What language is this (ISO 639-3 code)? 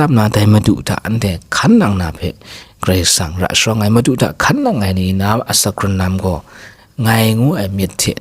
kac